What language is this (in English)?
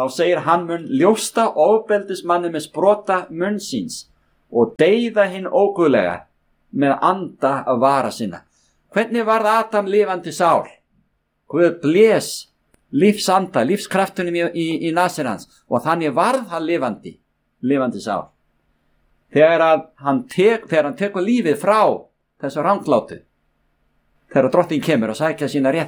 Icelandic